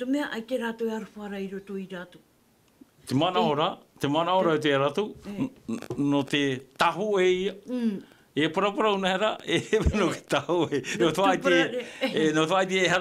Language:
Tahitian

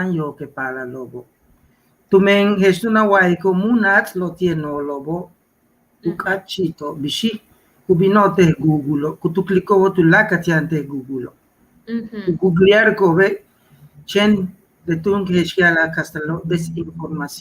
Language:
Yucateco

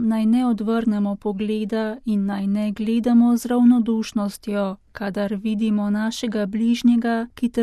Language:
Slovenian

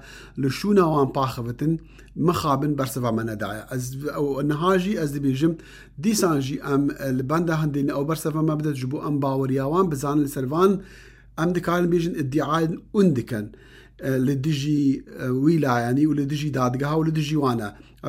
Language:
Kurdish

